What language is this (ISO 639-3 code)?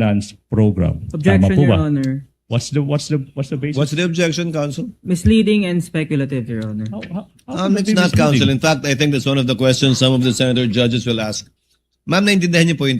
war